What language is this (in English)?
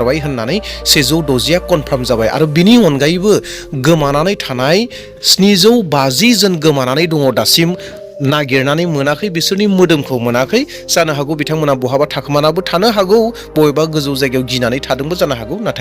Bodo